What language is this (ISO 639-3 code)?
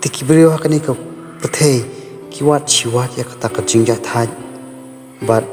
kha